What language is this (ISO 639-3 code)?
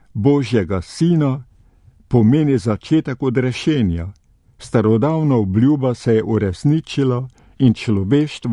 slv